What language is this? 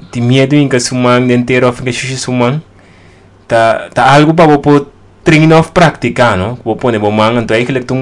Papiamento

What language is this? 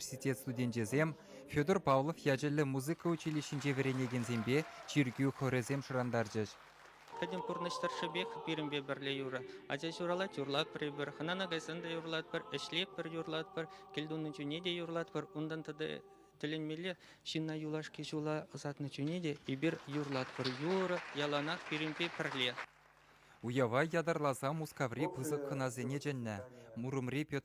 Chuvash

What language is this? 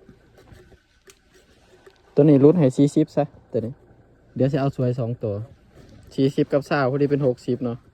Lao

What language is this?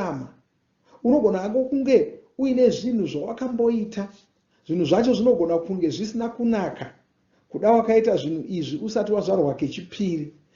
Shona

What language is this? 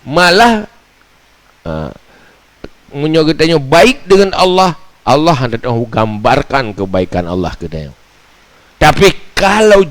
Achinese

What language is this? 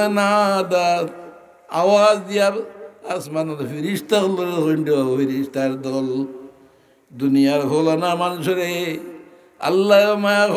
Sylheti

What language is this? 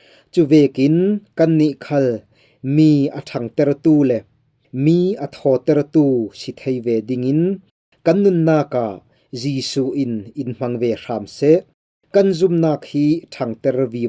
Falam Chin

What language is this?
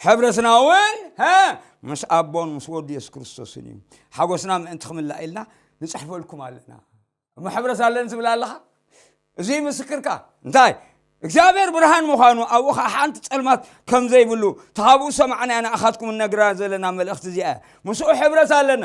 Tigrinya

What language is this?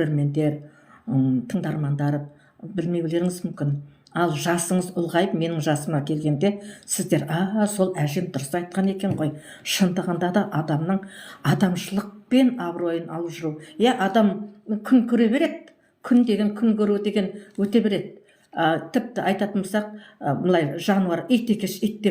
Kazakh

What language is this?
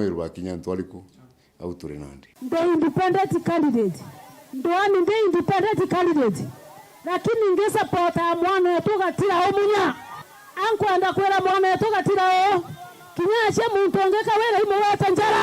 Meru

